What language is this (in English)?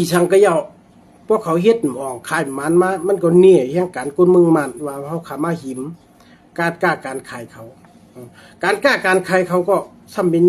Shan